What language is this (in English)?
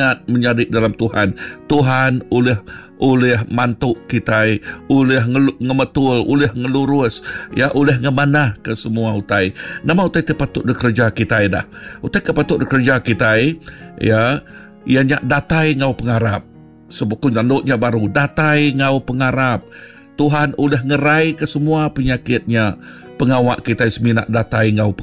Iban